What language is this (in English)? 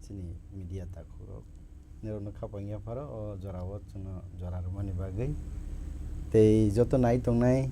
Kok Borok